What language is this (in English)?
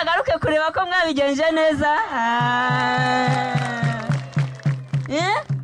Kinyarwanda